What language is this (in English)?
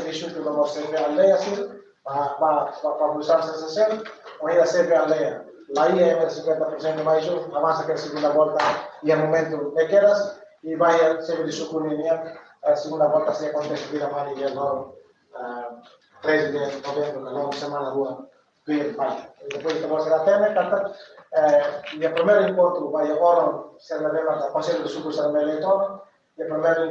Tetum